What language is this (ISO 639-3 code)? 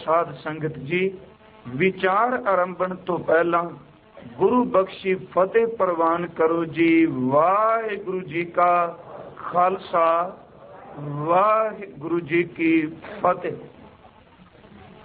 pan